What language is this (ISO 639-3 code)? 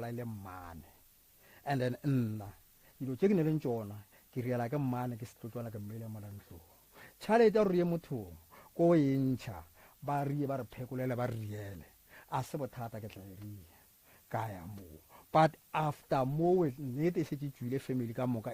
nso